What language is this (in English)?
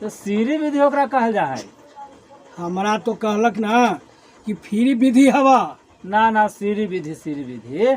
Magahi